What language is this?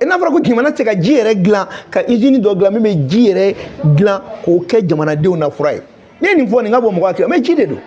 Bambara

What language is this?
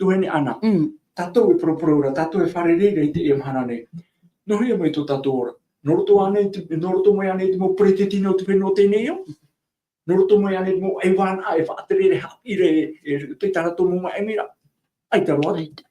Tahitian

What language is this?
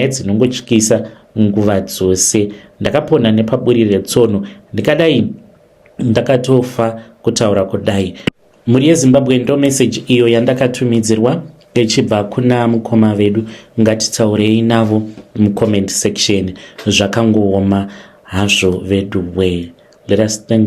Shona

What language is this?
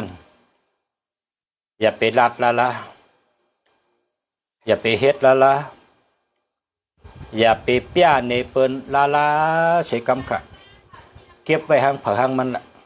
Shan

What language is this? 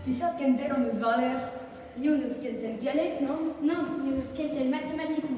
Breton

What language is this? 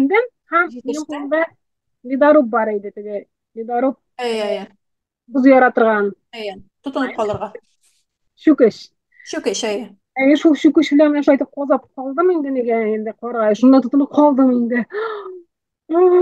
Tatar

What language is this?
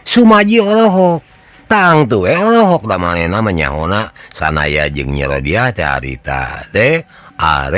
Sundanese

